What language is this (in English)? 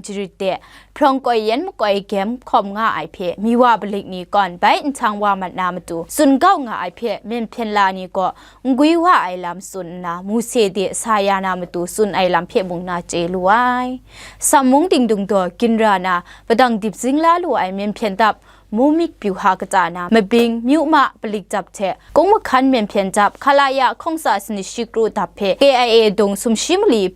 Kachin